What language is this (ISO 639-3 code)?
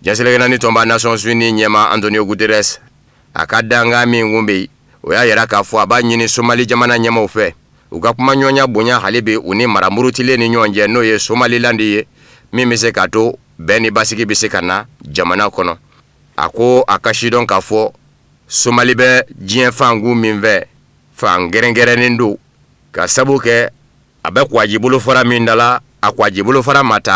bam